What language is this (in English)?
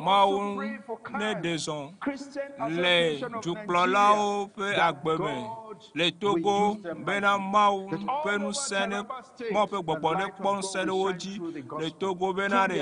Ewe